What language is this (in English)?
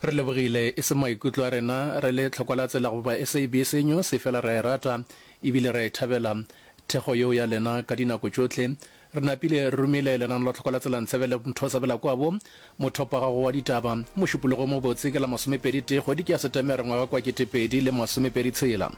Northern Sotho